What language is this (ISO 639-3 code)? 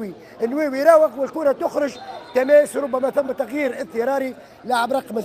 aeb